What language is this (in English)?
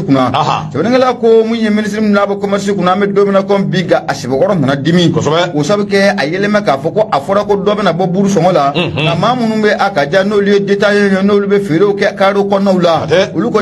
Bambara